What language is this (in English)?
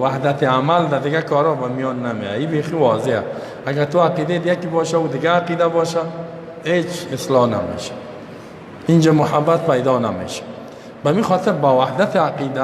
Persian